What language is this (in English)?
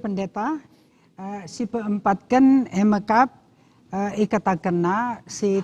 Batak Karo